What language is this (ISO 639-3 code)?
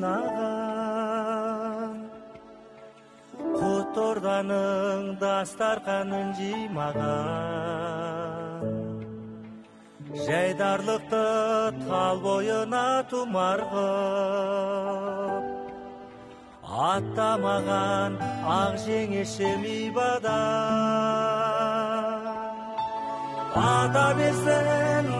kaz